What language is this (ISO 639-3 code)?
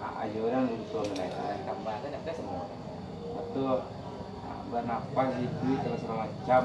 min